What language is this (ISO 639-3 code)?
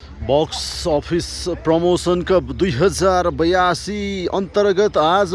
nep